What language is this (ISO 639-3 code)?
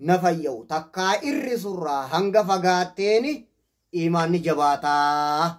orm